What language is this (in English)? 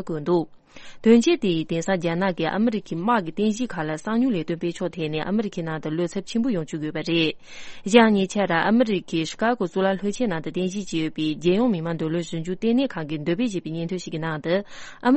Tibetan